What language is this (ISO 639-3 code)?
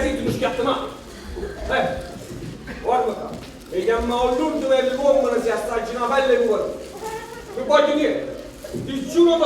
nap